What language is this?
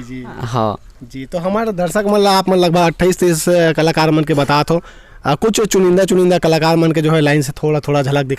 Chhattisgarhi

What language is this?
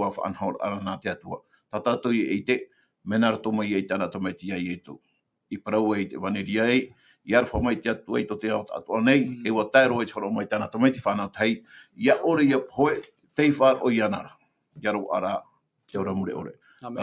Tahitian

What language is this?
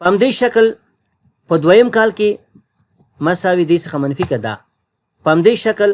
Pashto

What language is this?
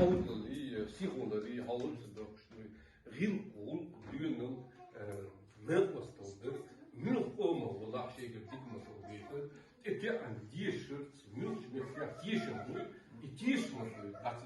Chechen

